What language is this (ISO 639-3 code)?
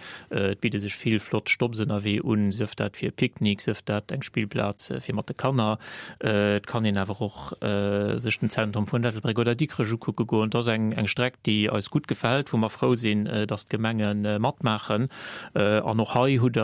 ltz